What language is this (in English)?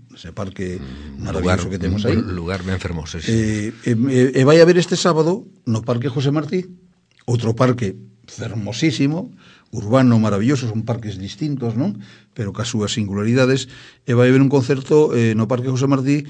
Galician